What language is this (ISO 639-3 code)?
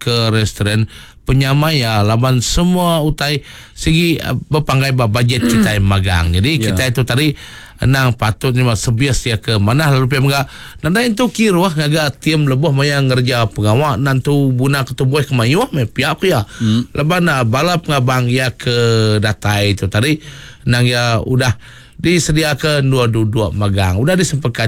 iba